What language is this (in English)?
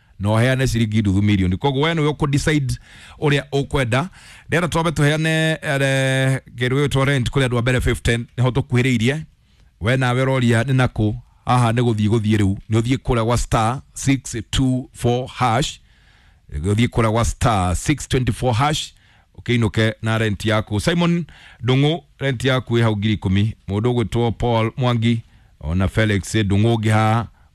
Kikuyu